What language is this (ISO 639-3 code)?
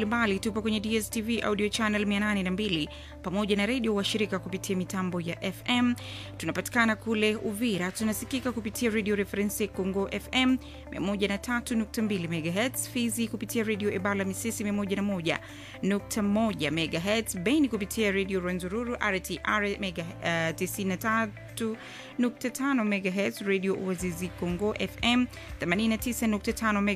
swa